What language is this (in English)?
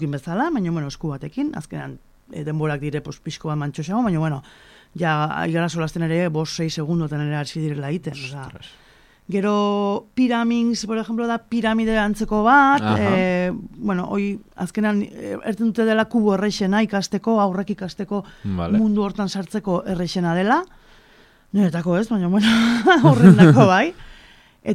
Basque